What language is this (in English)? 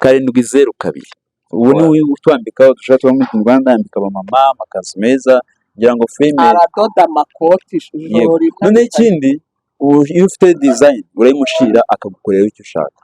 Kinyarwanda